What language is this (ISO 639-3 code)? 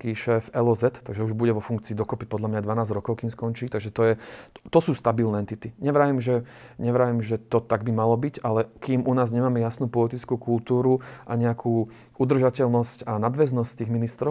slk